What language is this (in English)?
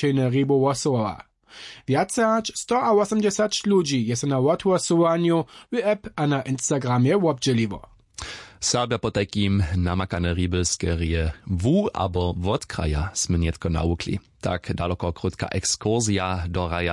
Upper Sorbian